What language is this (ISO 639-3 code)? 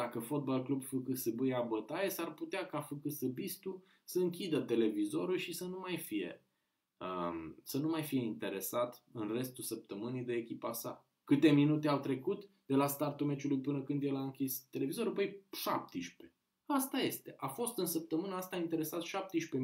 ron